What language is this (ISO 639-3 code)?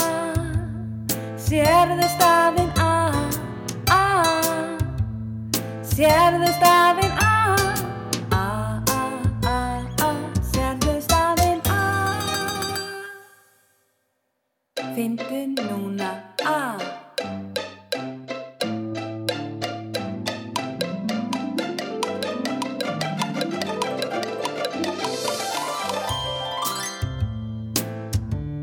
isl